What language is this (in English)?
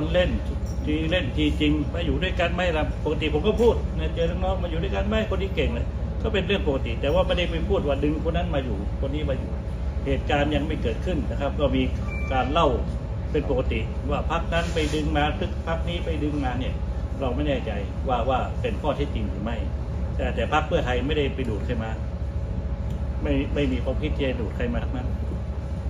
Thai